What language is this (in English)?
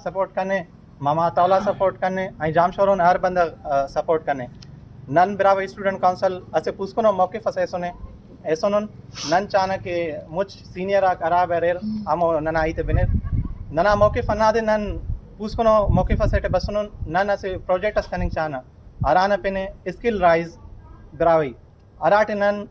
Brahui